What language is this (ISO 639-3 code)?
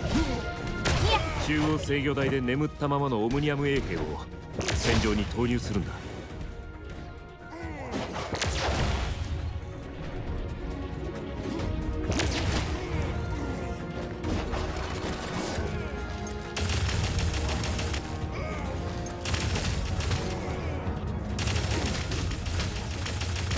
jpn